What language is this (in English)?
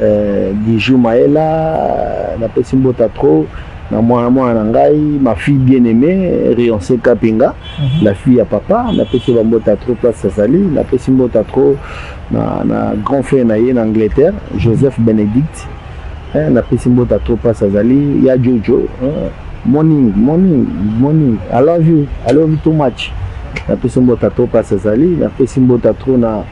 Lingala